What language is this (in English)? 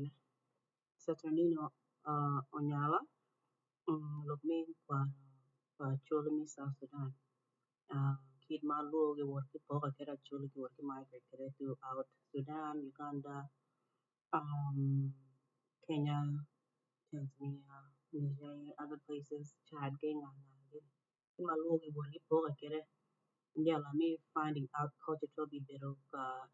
Acoli